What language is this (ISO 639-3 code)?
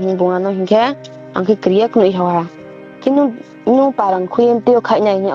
ria